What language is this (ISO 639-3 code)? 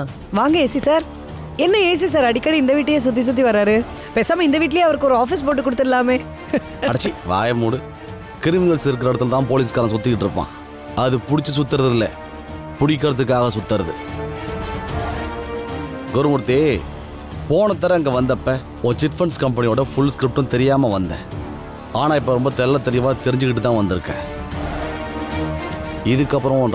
tam